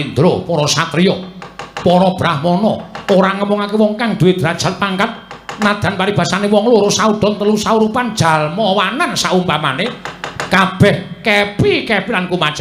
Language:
Javanese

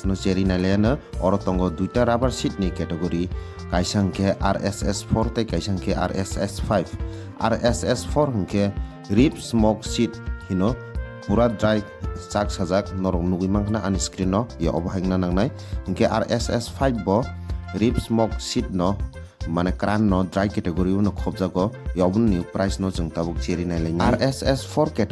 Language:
Kok Borok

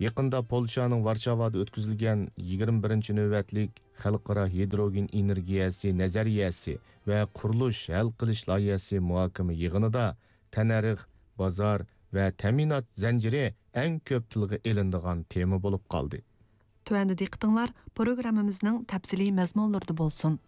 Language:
Uyghur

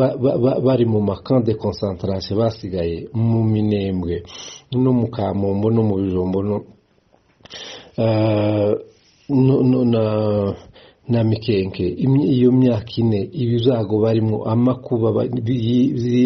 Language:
Kinyarwanda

